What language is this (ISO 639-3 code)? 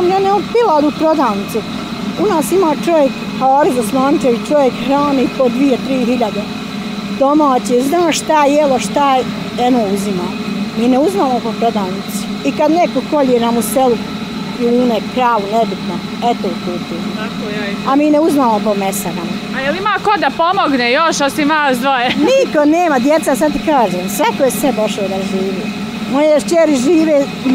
bos